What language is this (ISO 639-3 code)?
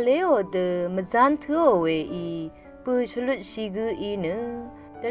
raw